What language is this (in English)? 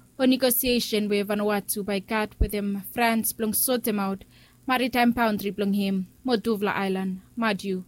Bislama